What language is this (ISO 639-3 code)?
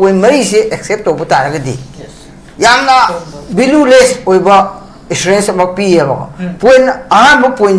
mni